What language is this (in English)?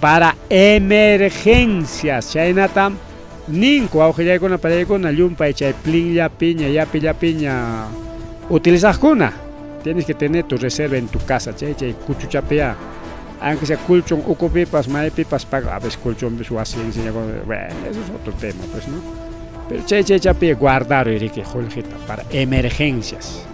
Ayacucho Quechua